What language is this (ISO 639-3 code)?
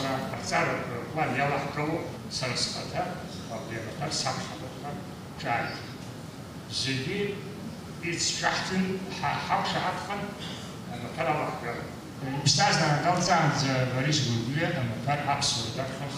abk